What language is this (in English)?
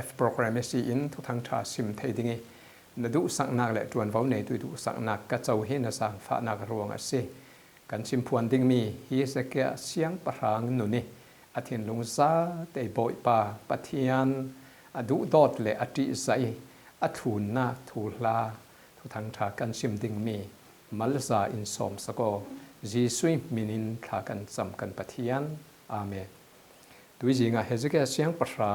Falam Chin